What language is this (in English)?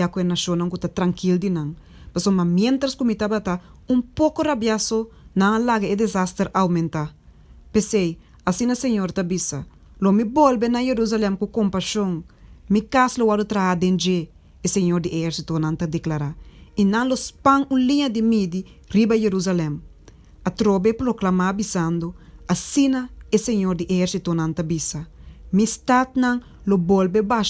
Papiamento